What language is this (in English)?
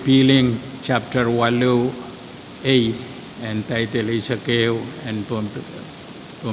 Pohnpeian